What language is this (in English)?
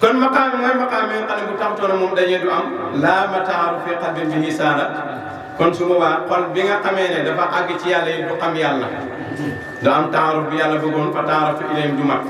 Wolof